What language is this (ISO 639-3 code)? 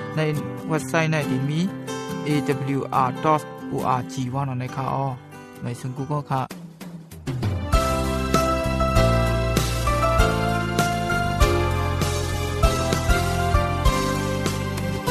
tha